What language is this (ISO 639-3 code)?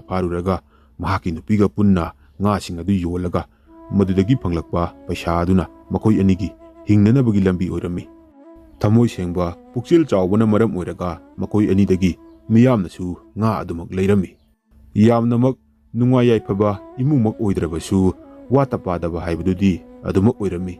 mni